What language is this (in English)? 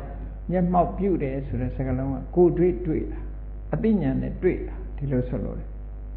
Burmese